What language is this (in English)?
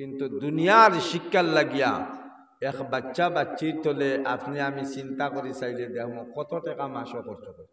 Sylheti